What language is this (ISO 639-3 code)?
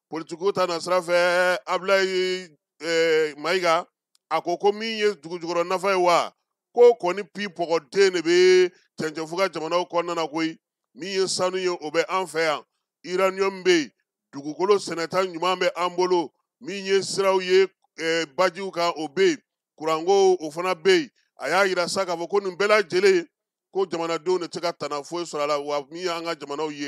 bam